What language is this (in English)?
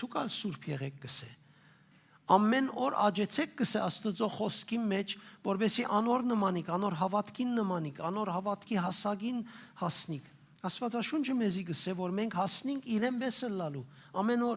Western Armenian